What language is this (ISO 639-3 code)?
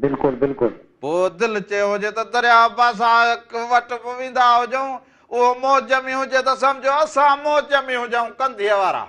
snd